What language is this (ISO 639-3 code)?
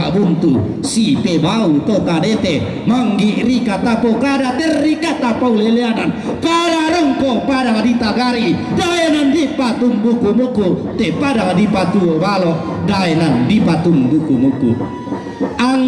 sda